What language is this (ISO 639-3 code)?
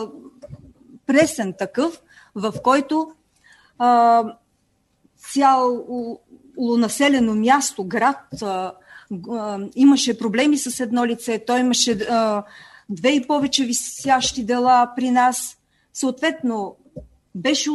bul